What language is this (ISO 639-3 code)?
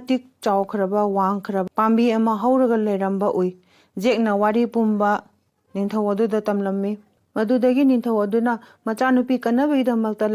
mni